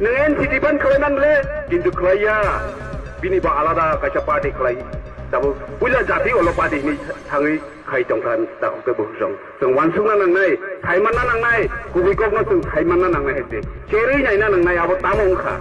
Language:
Kok Borok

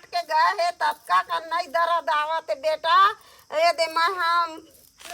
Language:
Chhattisgarhi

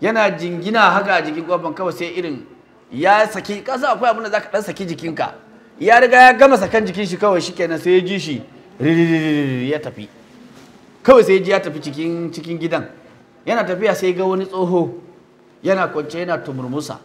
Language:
Hausa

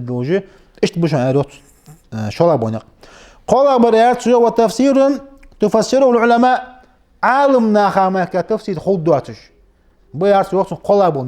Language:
Ingush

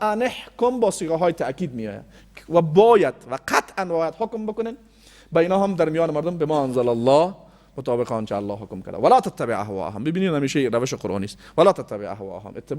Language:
Persian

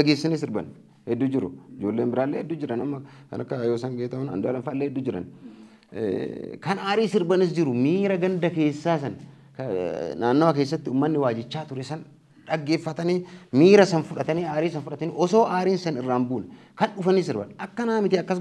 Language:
Oromo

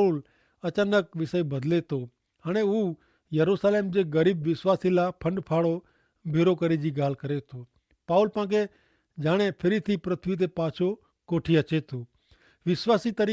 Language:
Kachhi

